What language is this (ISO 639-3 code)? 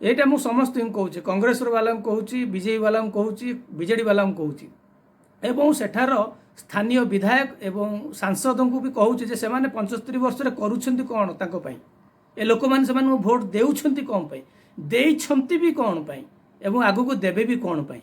ori